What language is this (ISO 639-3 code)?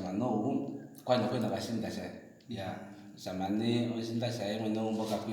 kua